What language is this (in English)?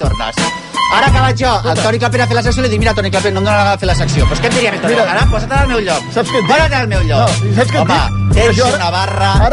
Catalan